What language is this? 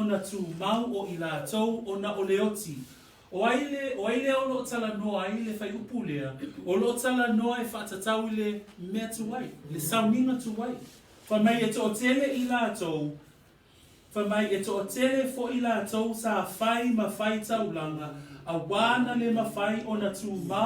Samoan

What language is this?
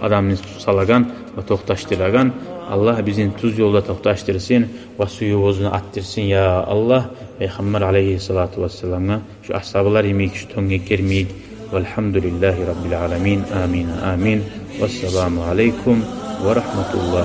Kumyk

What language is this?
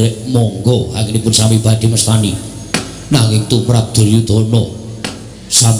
Javanese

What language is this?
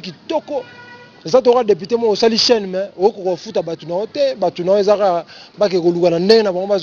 Lingala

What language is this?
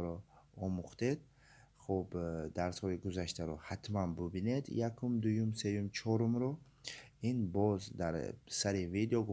Tajik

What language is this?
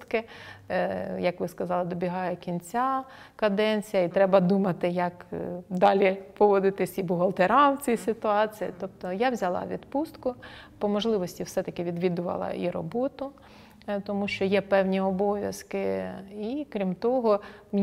Ukrainian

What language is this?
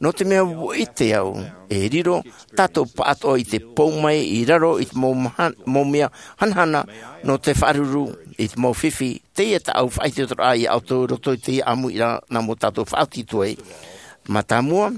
Tahitian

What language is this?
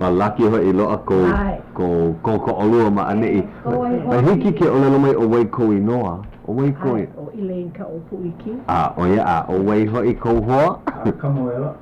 Hawaiian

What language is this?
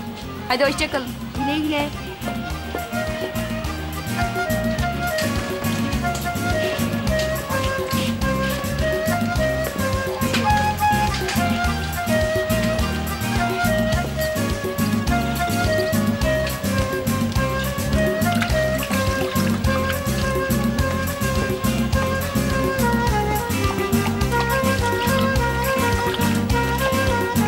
Turkish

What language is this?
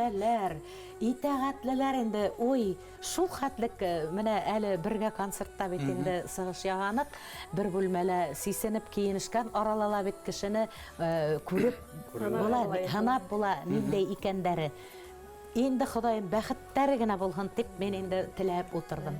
Bashkir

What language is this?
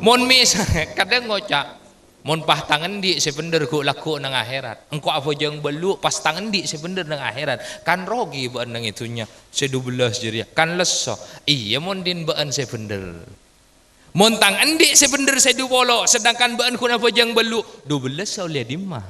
Madurese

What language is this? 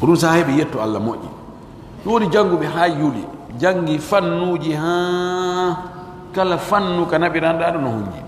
Pular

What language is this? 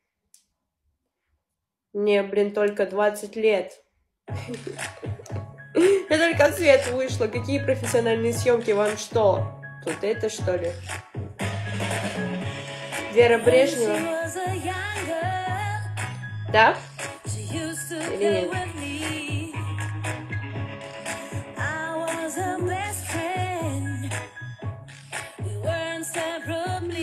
Russian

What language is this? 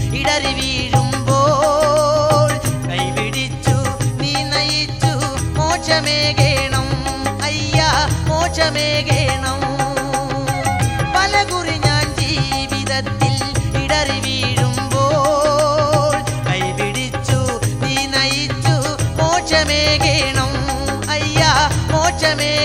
Malayalam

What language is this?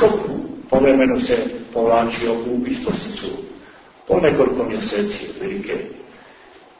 Serbian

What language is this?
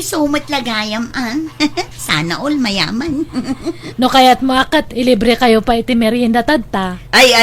Iloko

